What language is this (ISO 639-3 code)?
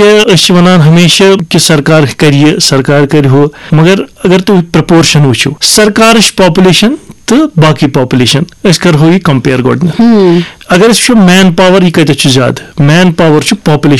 kas